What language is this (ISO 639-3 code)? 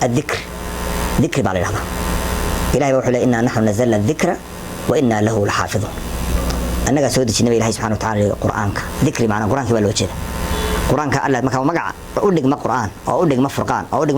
som